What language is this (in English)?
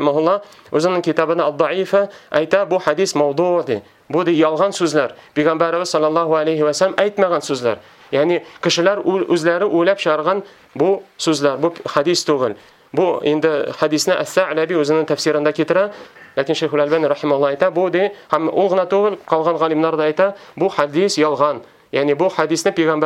Tatar